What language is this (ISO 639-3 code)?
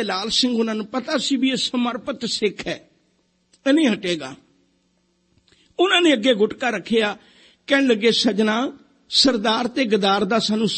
pan